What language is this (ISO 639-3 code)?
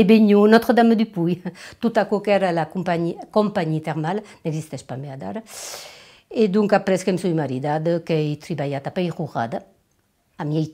oci